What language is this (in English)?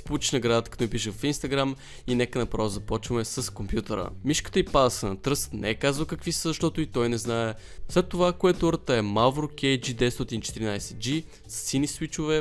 Bulgarian